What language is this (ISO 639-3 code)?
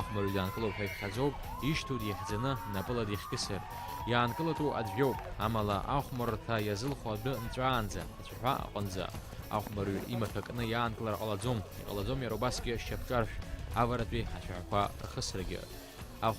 abk